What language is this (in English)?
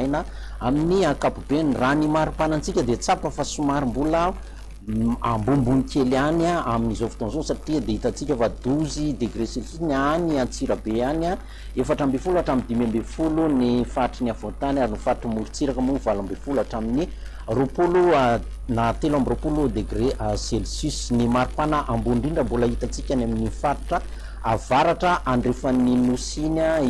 Malagasy